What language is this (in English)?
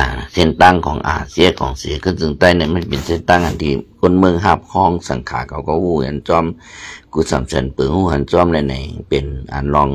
Shan